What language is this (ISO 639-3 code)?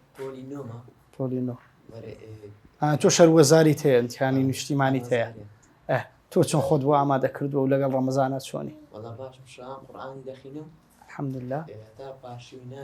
ckb